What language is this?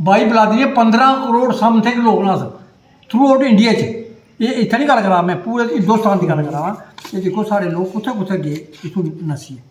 Dogri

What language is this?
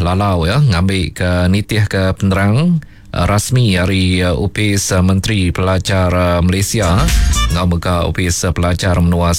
Iban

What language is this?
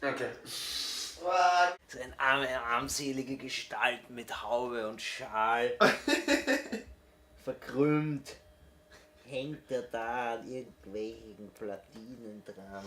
Bavarian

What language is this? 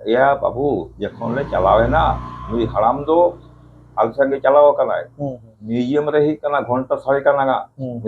Santali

